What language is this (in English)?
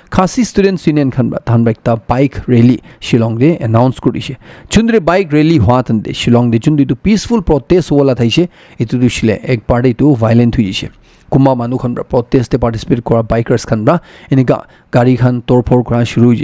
Naga Pidgin